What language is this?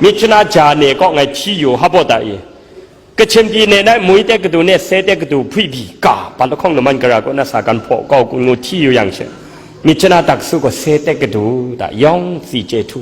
Kachin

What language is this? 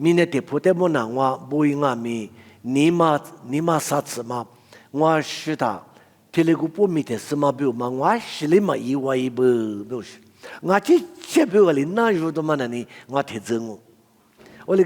Lisu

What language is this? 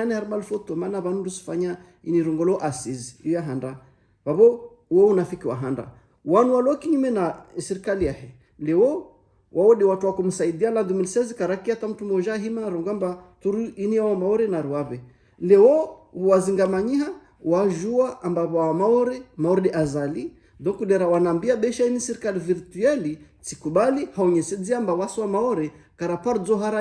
Ngazidja Comorian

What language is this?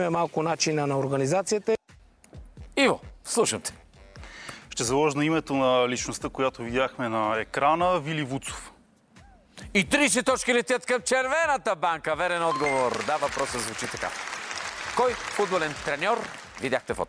Bulgarian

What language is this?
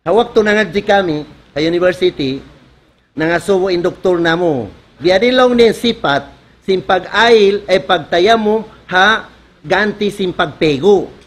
Tausug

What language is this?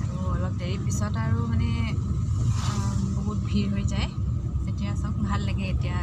Assamese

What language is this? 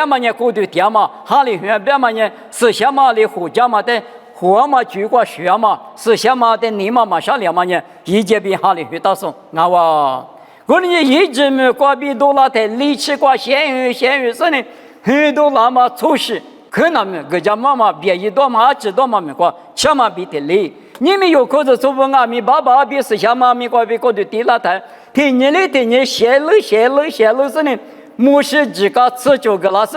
Lisu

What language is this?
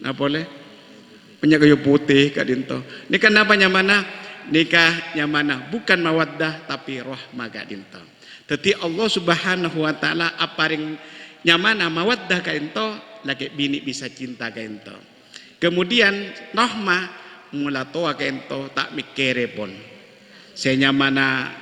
Madurese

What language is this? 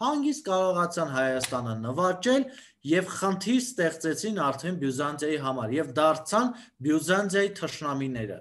Armenian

